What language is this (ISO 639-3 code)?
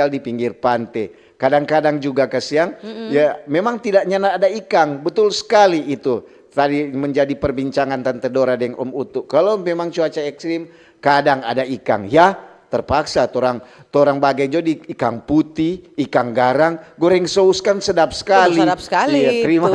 xmm